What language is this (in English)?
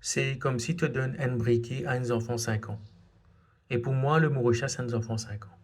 Morisyen